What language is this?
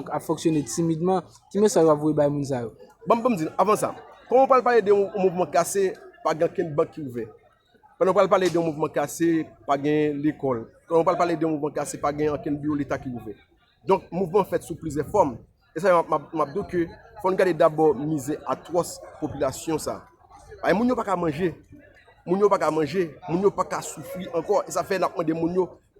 Haitian Creole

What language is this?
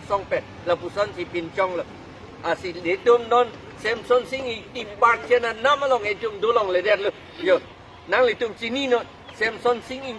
Karbi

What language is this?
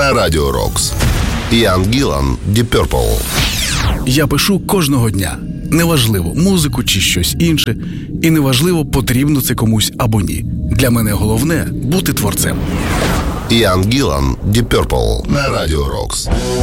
Ukrainian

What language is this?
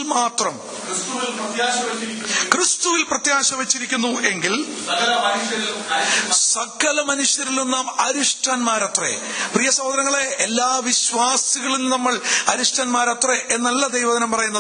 Malayalam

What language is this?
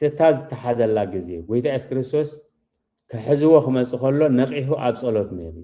Tigrinya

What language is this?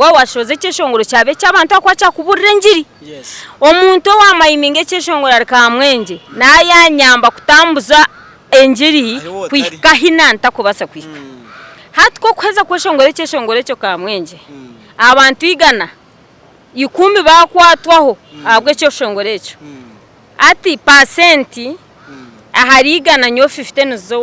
Nyankole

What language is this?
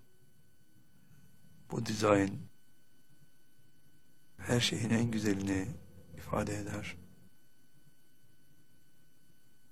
Turkish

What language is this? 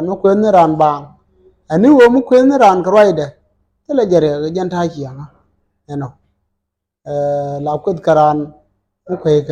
Nuer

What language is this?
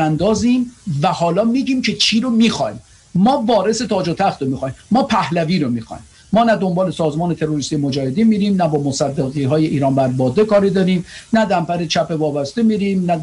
Persian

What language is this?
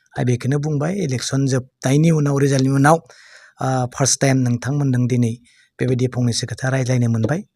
Bodo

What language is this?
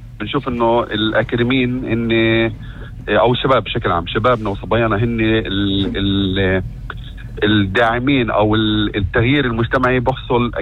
North Levantine Arabic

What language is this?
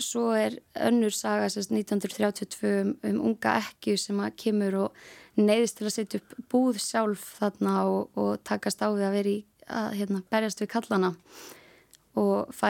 Icelandic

